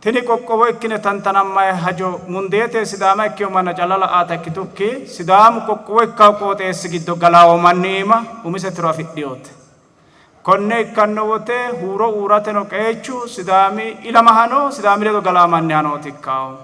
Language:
Sidamo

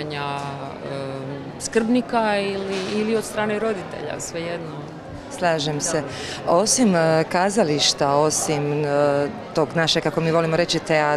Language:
Croatian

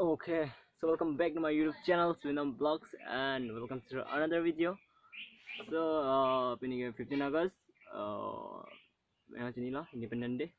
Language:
Karbi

